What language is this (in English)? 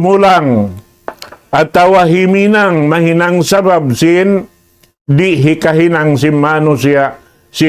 Tausug